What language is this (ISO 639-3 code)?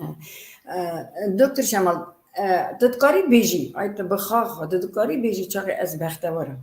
kur